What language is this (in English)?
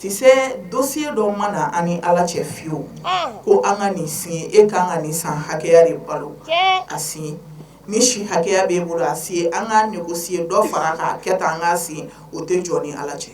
Bambara